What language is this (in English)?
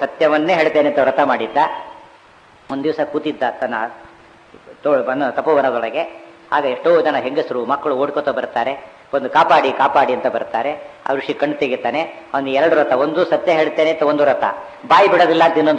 Kannada